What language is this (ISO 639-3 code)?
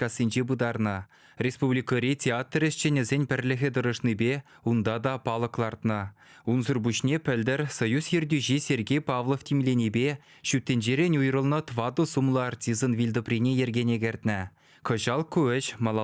chv